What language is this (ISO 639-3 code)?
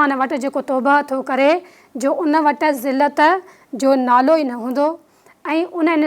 snd